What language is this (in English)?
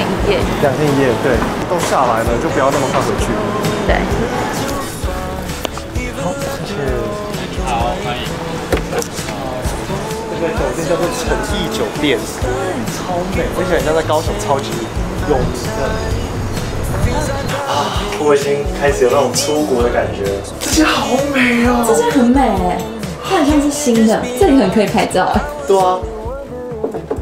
Chinese